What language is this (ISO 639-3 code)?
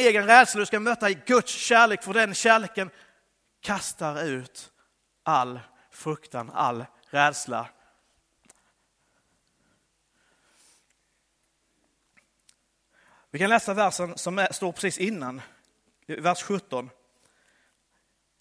swe